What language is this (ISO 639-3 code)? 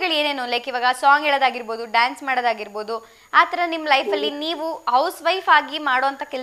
kan